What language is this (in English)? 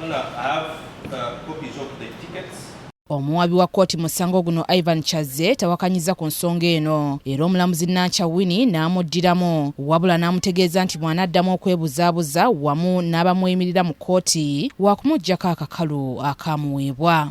Ganda